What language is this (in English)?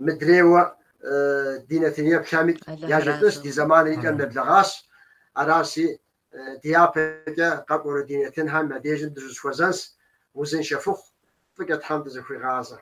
Kabardian